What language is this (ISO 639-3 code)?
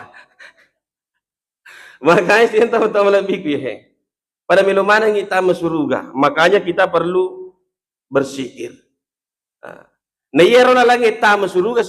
bug